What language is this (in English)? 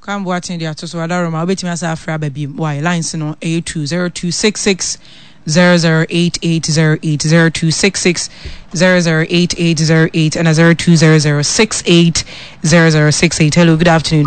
Akan